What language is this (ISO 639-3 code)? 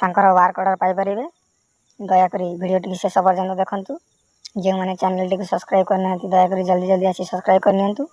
ori